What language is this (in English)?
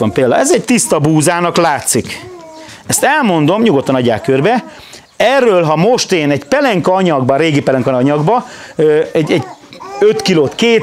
Hungarian